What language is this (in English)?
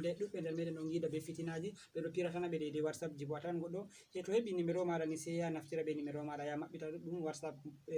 Fula